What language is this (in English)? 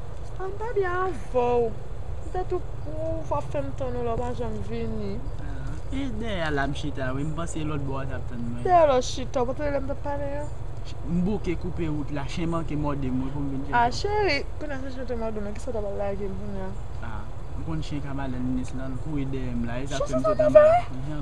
Haitian Creole